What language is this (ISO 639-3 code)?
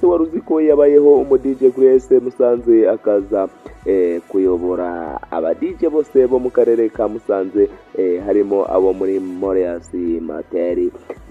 kin